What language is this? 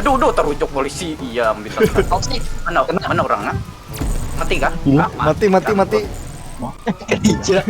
Banjar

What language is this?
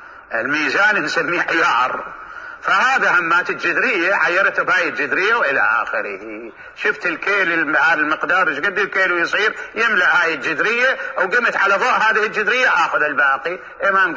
Mesopotamian Arabic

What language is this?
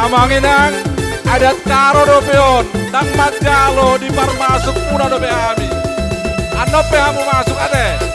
Batak Karo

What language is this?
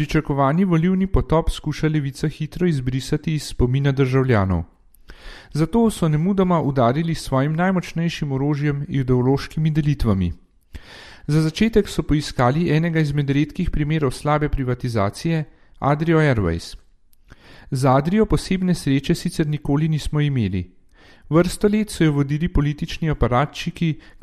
Slovenian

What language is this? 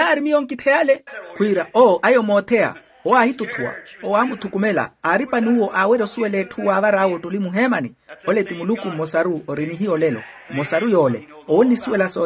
Makhuwa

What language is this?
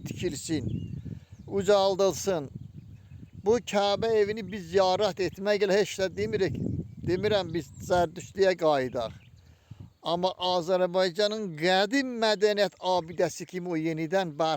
Azerbaijani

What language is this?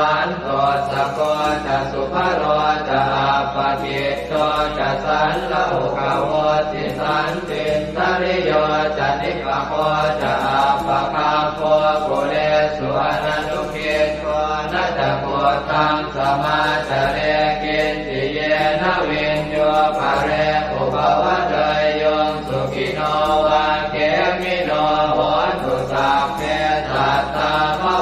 Pali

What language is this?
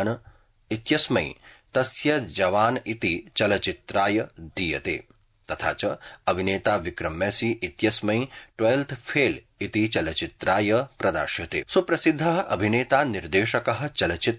Sanskrit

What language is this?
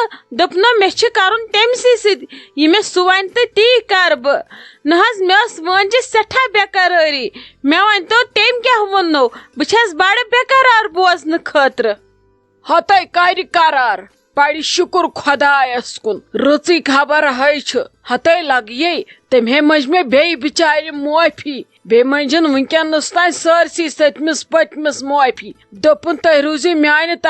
Kashmiri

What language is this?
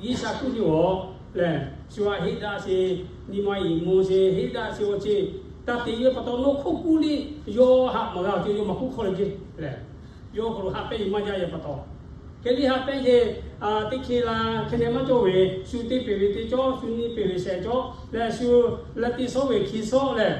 Lahu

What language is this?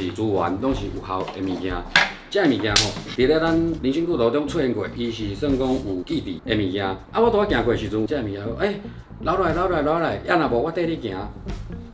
Min Nan Chinese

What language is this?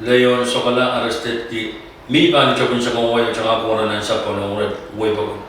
Pohnpeian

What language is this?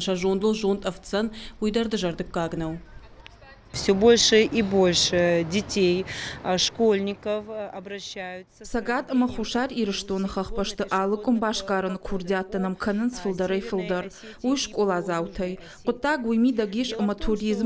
Ossetic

